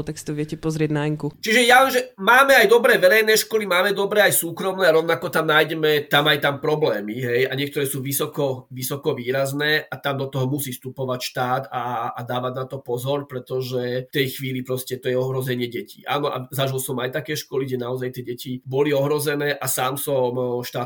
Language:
Slovak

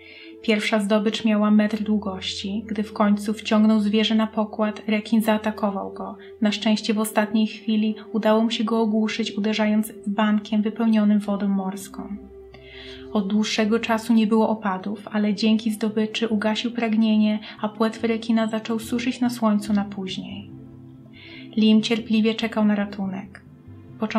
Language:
Polish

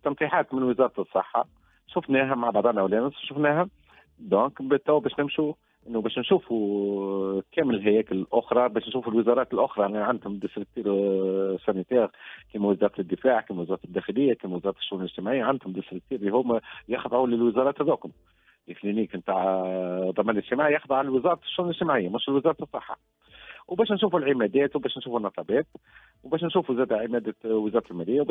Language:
Tunisian Arabic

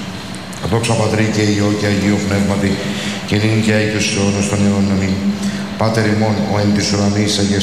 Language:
Greek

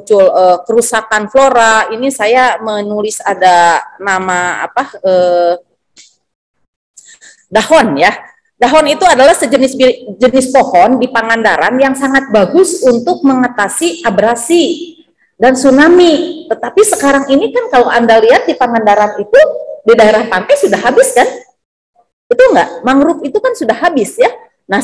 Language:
Indonesian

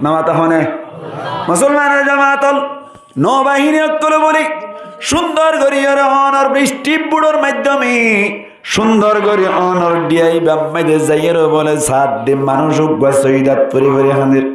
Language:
Rohingya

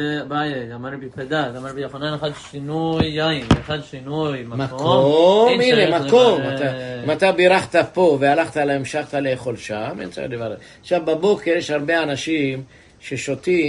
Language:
Hebrew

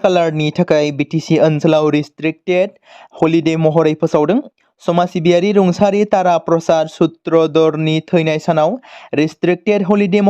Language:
Bodo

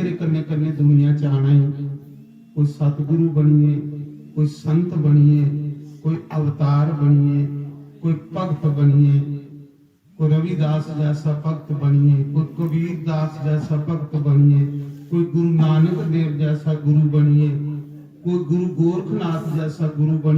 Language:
Dogri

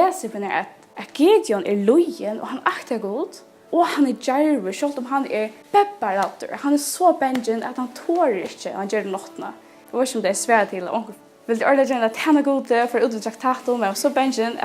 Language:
Faroese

